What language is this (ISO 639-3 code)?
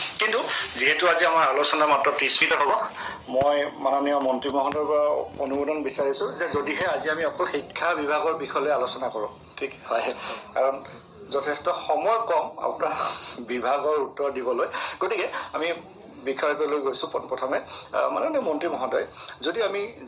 asm